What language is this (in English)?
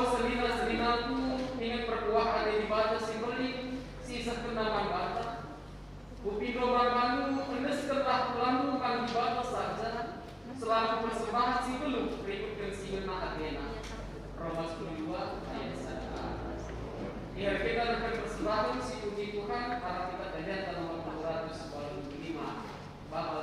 Batak Karo